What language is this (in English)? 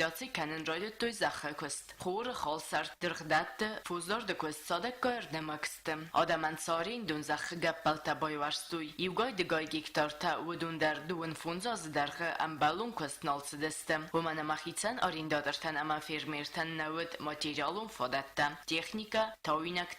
Ossetic